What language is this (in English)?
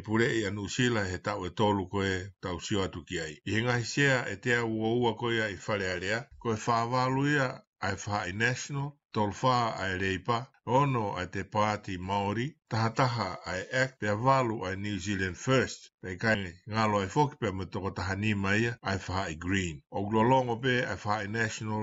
Tongan